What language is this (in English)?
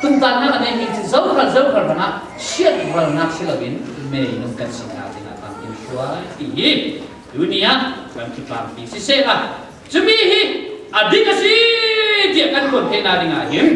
Falam Chin